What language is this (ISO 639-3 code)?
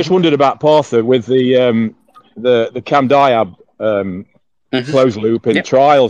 eng